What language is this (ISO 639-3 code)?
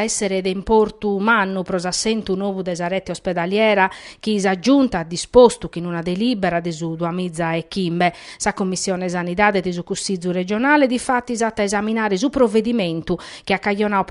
srd